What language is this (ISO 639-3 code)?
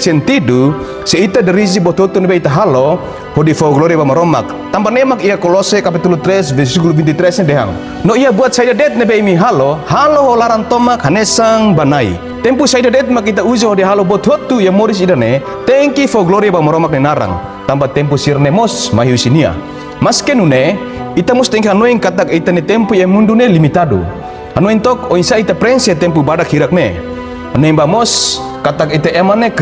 tet